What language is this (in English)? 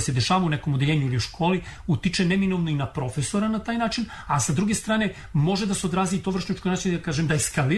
Serbian